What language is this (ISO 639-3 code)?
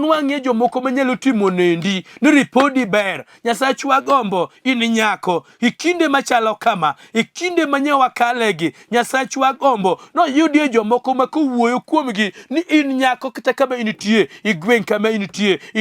luo